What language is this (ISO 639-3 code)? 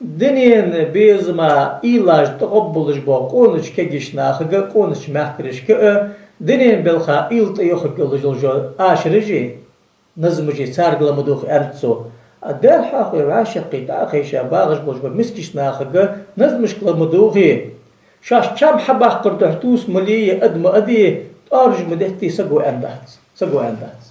inh